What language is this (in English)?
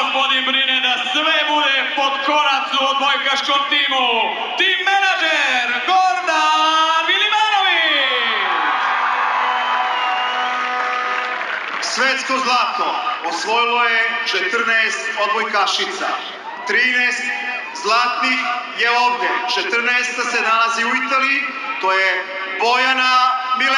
Serbian